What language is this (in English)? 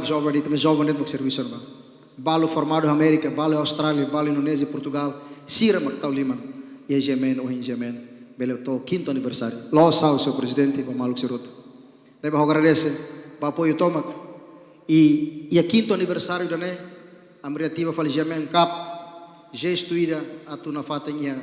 Tetum